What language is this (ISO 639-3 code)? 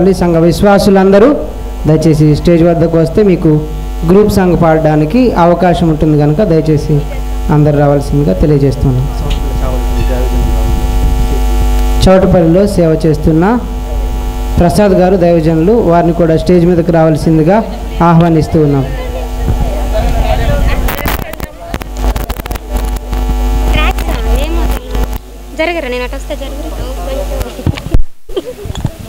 tel